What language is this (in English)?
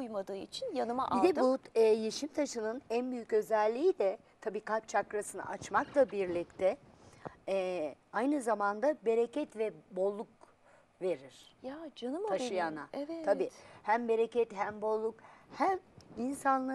Turkish